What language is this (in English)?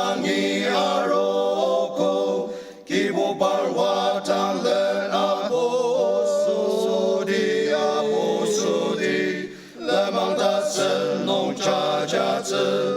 Ao Naga